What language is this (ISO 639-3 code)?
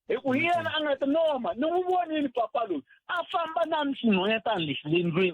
tso